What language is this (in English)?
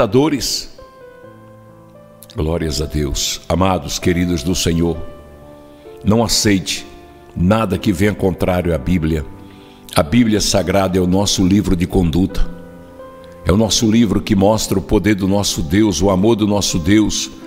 Portuguese